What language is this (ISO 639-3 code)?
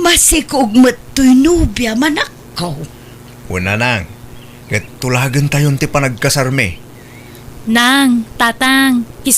ilo